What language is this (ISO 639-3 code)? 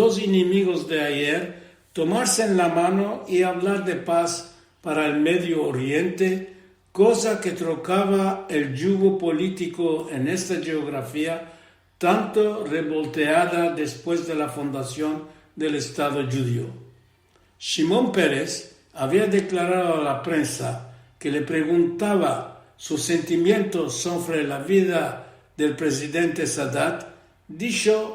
lad